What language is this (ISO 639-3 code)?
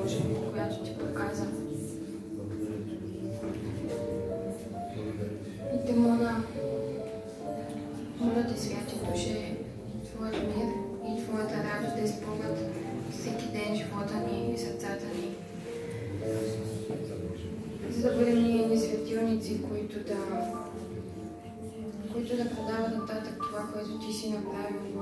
bul